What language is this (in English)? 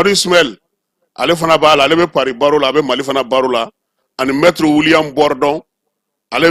Bambara